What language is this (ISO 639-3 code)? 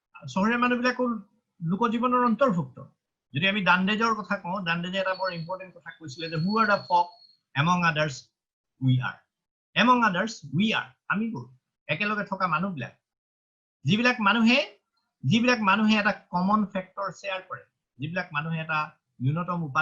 asm